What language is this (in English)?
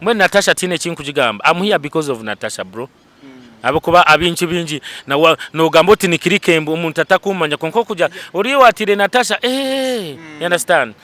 Nyankole